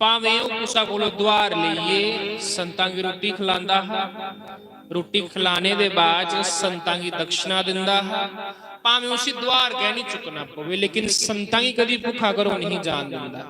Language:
Dogri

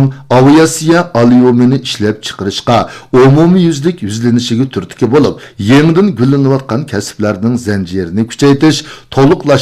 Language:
Uyghur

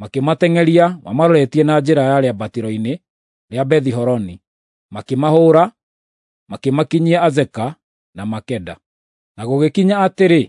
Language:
Kikuyu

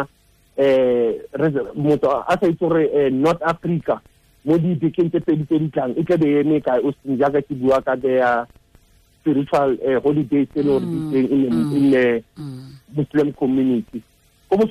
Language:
Tswana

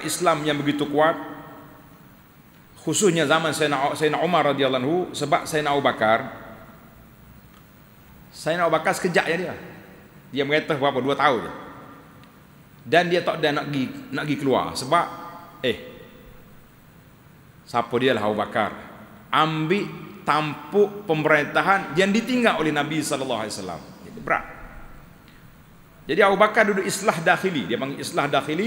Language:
Malay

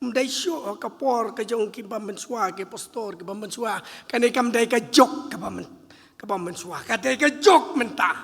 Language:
Khasi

